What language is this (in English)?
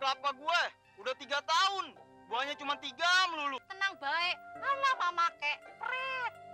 Betawi